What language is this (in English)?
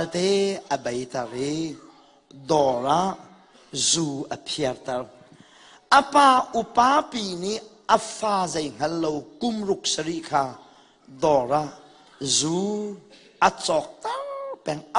Hakha Chin